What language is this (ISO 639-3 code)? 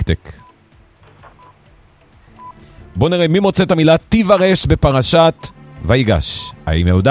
heb